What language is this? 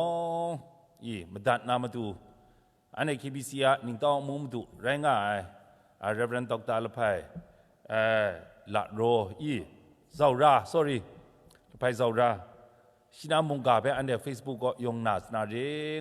Kachin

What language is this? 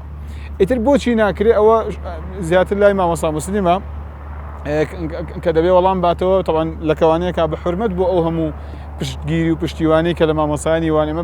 Central Kurdish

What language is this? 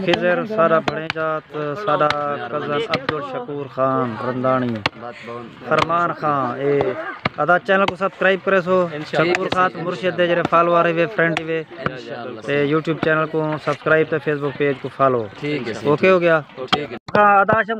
Saraiki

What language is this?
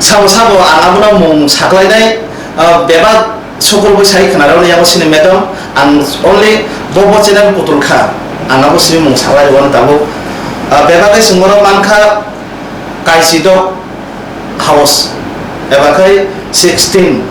Riang (India)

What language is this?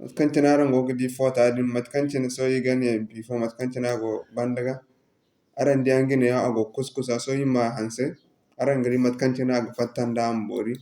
Zarma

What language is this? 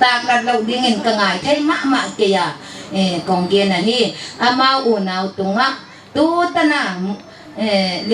Paite Chin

